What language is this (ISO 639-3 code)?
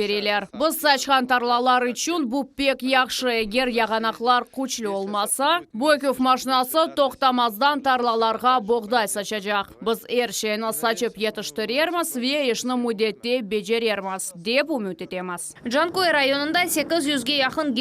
crh